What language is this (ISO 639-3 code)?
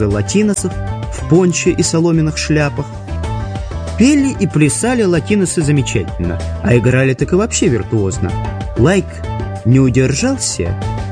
rus